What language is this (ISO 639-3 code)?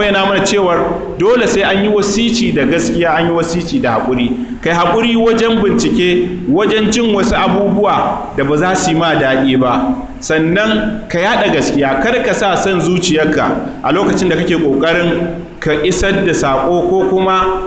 hau